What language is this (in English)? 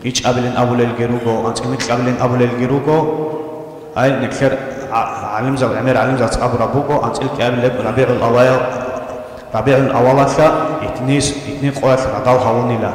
Avaric